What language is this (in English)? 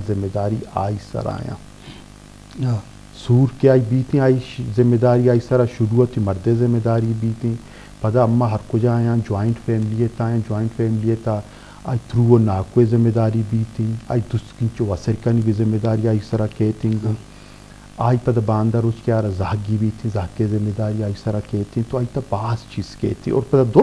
Eastern Balochi